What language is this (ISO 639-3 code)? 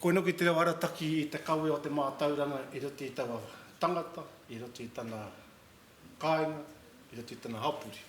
mri